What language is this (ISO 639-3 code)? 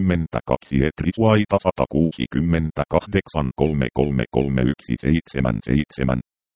fin